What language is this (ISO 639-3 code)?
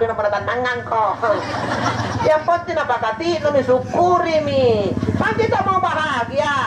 mak